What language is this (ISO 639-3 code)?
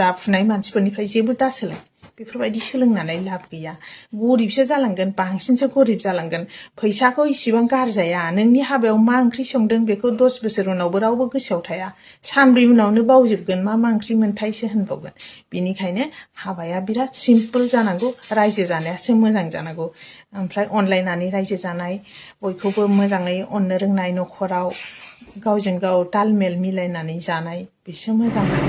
brx